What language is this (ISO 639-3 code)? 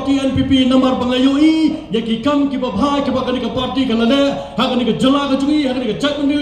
kha